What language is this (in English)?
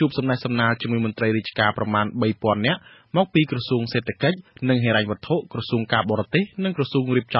Khmer